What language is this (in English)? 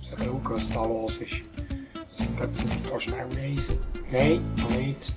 Swiss German